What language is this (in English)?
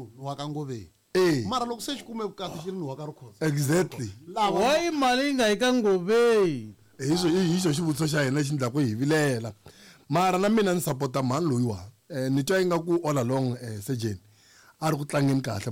Tsonga